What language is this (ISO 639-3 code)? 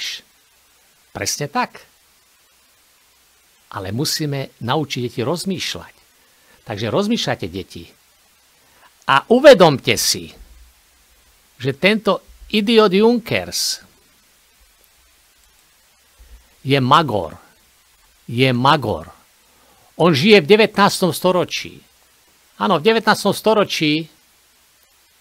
slk